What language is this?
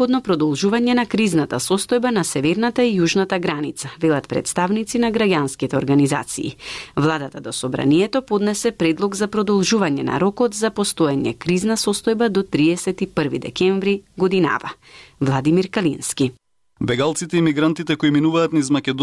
Macedonian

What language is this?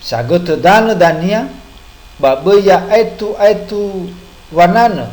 Nias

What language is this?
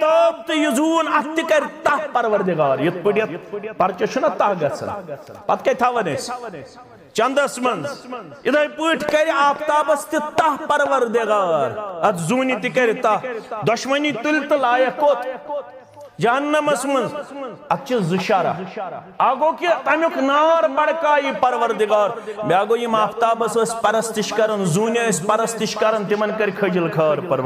Kashmiri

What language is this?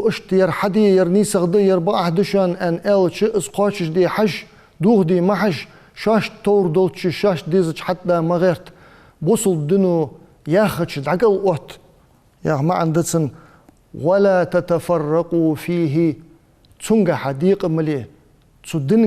Ingush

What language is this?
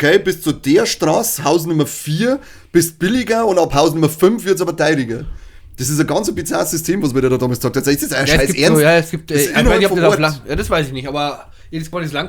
Bavarian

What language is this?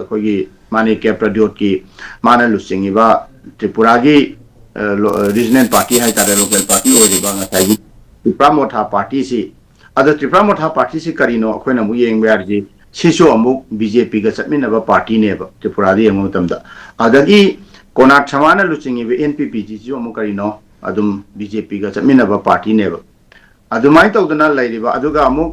Manipuri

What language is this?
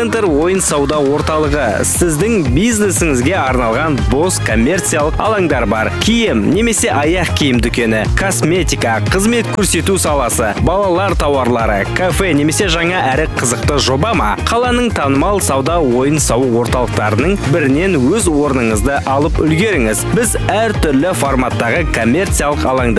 Kazakh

